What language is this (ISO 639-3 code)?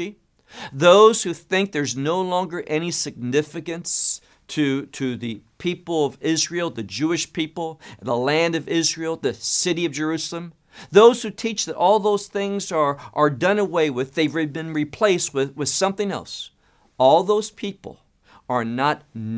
eng